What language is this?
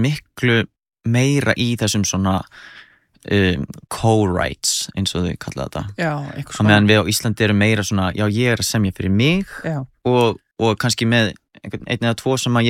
Icelandic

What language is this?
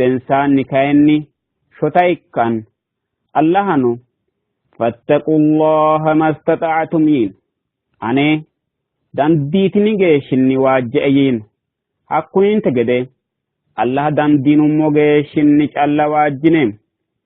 Sidamo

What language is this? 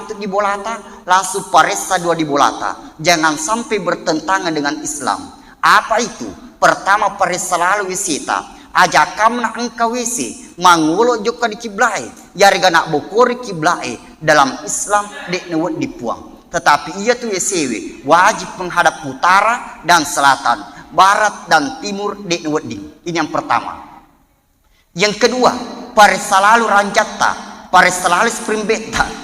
Buginese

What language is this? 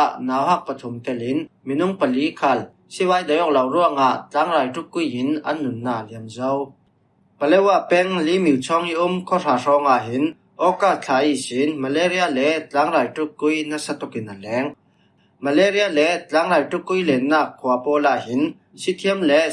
Falam Chin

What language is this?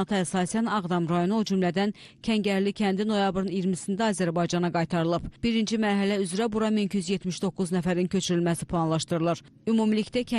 Azerbaijani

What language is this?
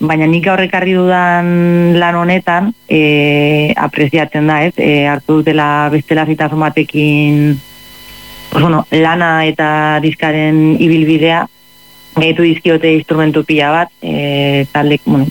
Basque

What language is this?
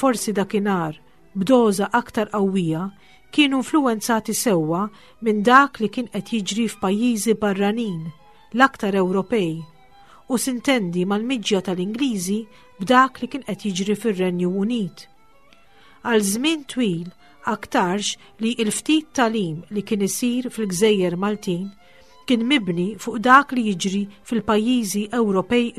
Maltese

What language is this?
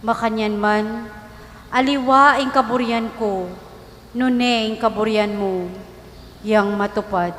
Pampanga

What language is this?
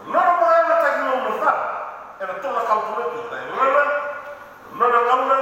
Fijian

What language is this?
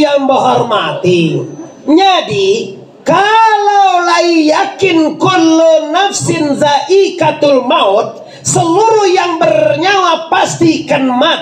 Minangkabau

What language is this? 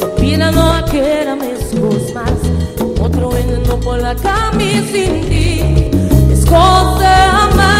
Papiamento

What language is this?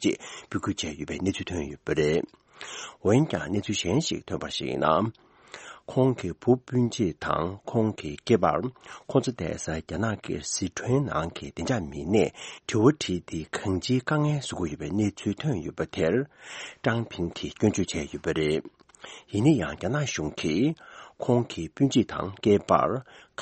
Tibetan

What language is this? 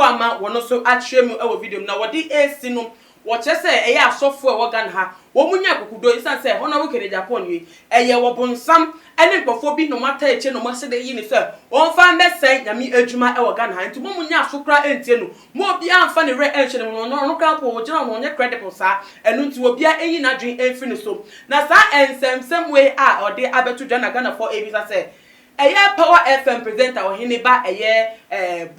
Akan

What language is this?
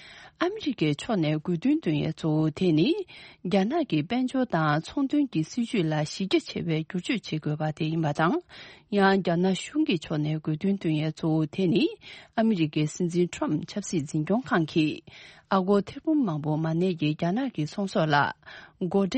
Tibetan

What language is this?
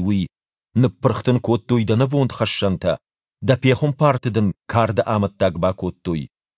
Ossetic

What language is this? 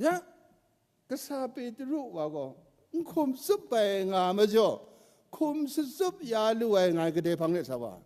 Kachin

